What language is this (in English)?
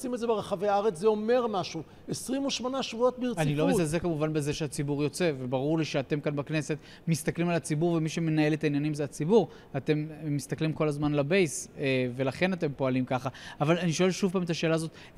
Hebrew